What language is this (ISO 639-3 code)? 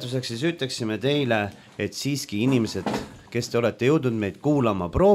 est